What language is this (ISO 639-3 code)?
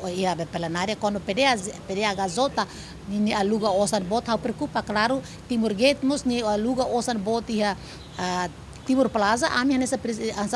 tet